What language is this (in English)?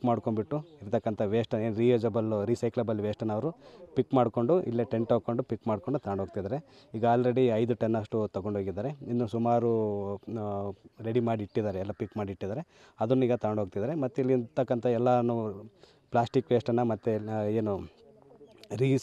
Kannada